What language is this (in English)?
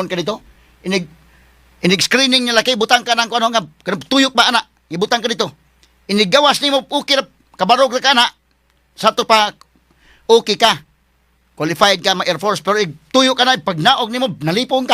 Cebuano